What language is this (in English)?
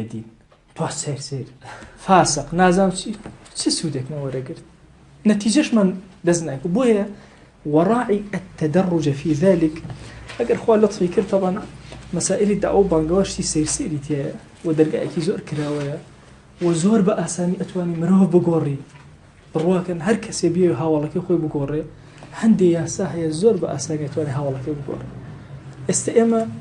Central Kurdish